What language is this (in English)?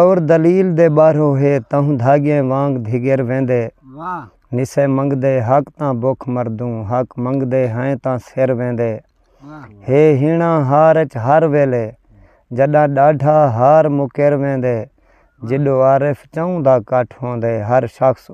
Saraiki